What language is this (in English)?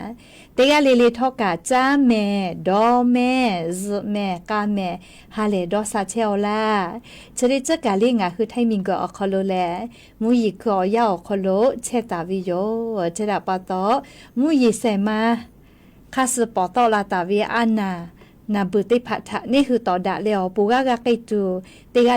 Lahu